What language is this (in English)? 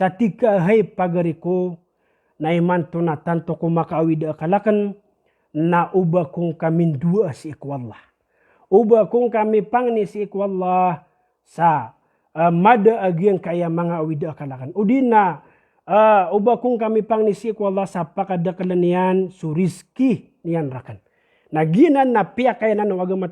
Maranao